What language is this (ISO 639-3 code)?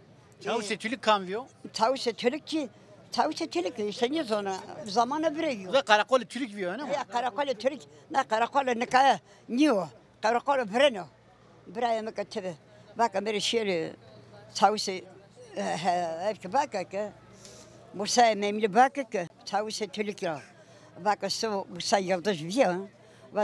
zza